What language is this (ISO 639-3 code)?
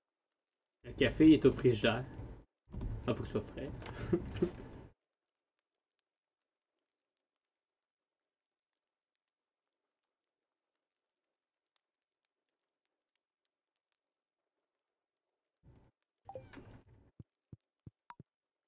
fra